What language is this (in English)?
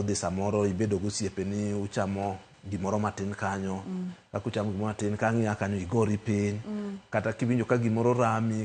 Luo (Kenya and Tanzania)